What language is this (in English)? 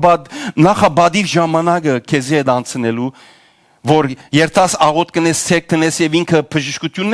Western Armenian